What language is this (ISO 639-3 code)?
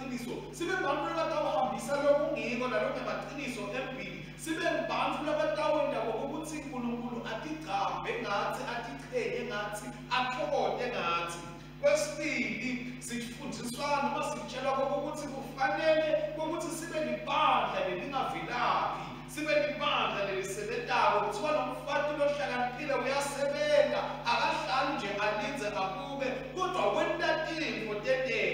ssw